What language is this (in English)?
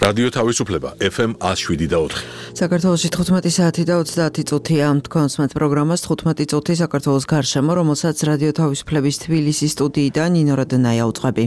Georgian